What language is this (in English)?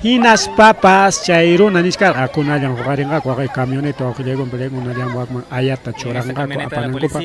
Ayacucho Quechua